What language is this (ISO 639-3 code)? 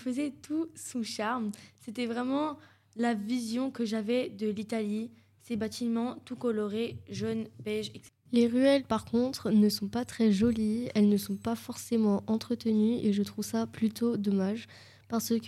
fra